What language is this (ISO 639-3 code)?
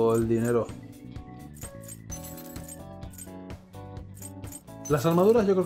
spa